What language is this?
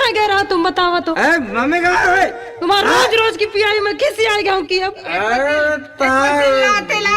Chhattisgarhi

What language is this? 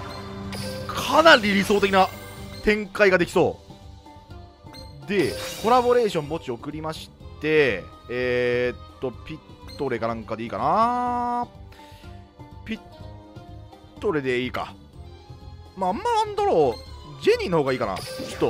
Japanese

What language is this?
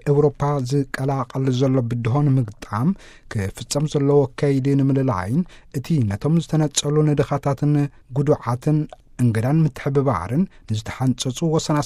Tigrinya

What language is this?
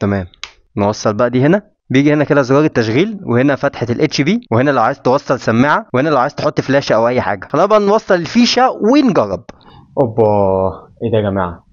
Egyptian Arabic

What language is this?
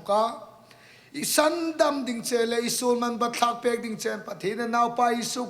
Hmar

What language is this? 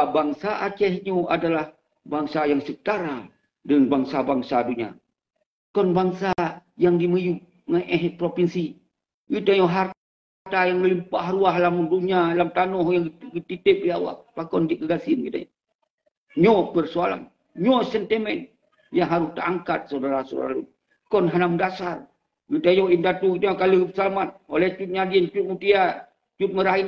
Achinese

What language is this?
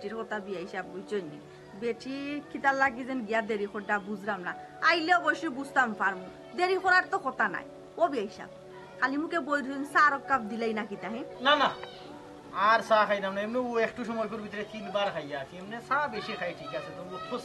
Sylheti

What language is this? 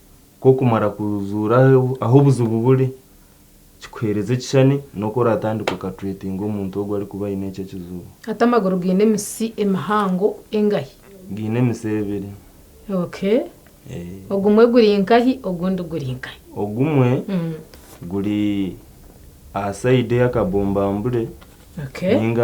Nyankole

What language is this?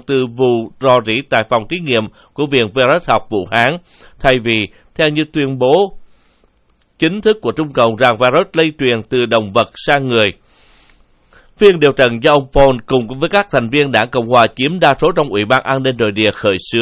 Vietnamese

